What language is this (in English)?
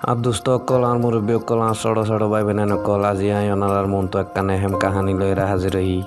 Rohingya